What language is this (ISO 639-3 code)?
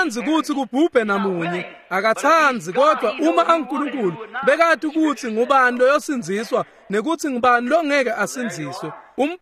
ssw